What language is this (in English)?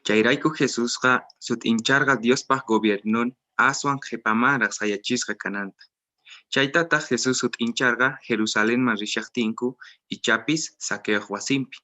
Quechua